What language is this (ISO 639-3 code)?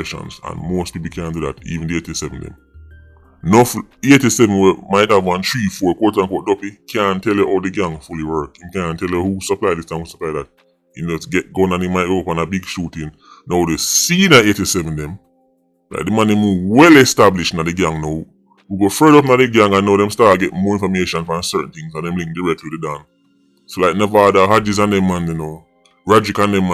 jam